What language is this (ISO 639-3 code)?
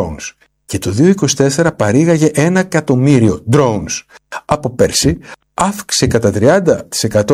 ell